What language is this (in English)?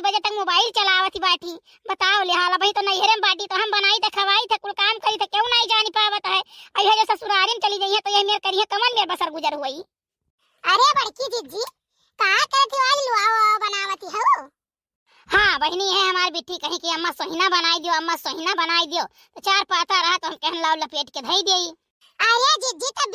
Awadhi